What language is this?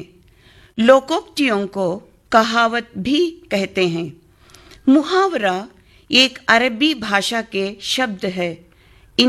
Hindi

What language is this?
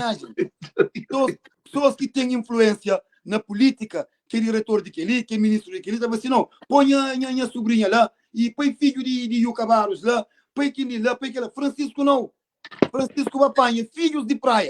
Kabuverdianu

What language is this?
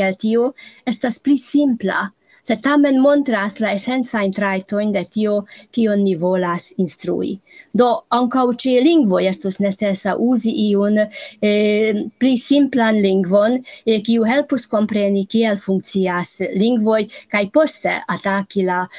Esperanto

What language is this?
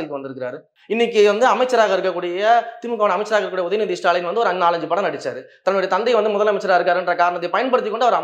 Tamil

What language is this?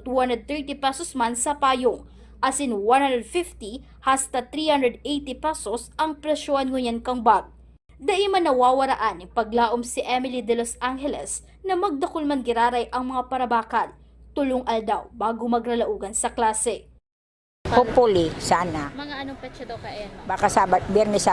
Bikol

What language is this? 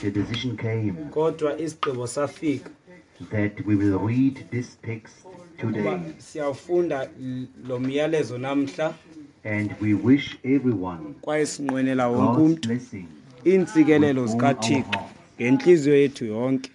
Xhosa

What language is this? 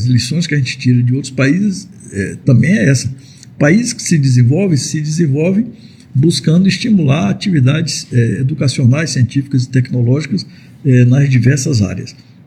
Portuguese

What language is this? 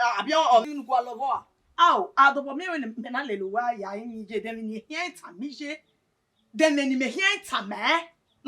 Bini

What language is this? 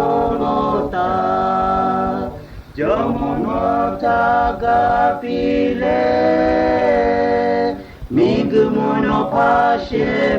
Lahu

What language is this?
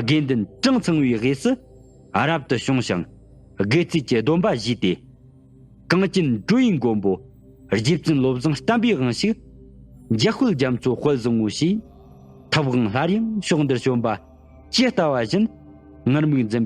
Tibetan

